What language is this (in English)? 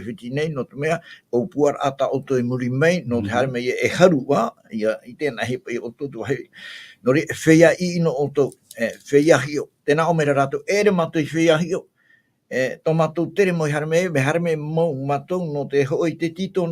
Tahitian